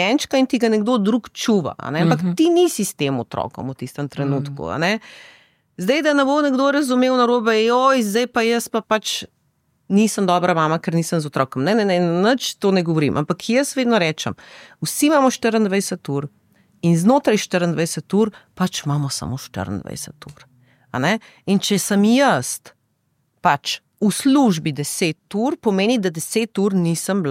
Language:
Slovenian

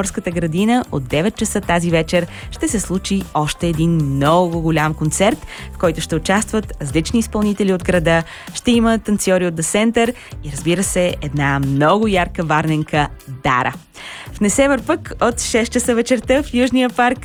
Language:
Bulgarian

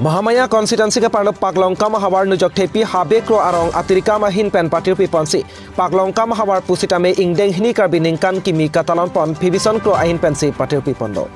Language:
Karbi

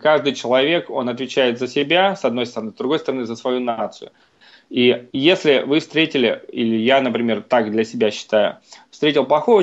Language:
Russian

